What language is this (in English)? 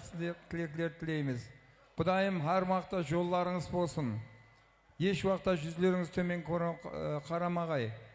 Kara-Kalpak